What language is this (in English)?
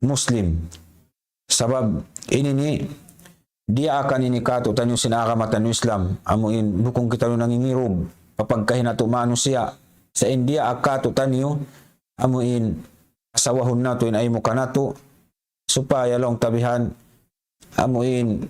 Tausug